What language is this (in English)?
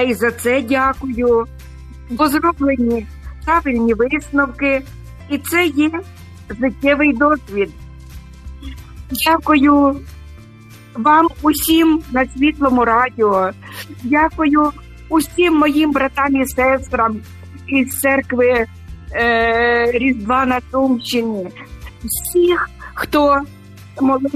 Ukrainian